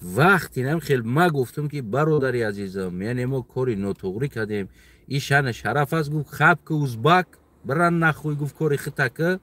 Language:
Tajik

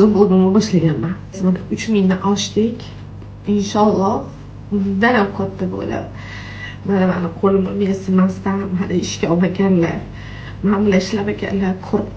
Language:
Uzbek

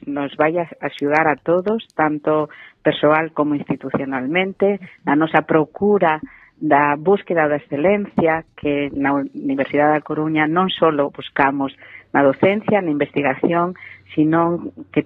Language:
Galician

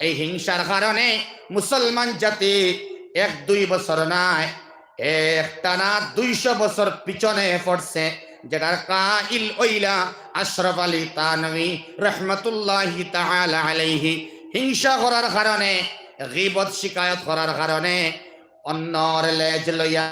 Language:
Sylheti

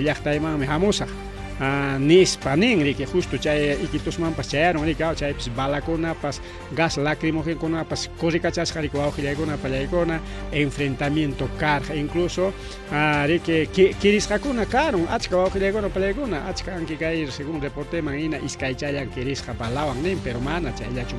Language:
Ayacucho Quechua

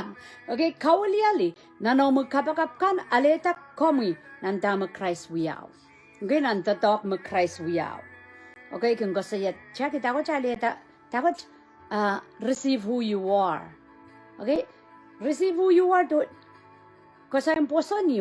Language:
Pohnpeian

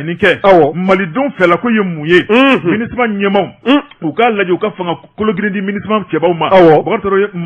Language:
Bambara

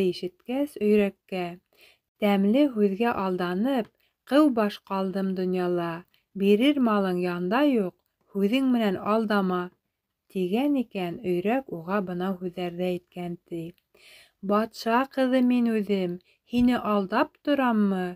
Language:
Bashkir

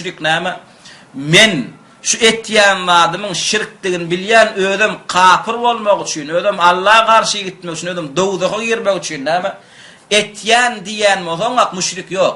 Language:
Turkmen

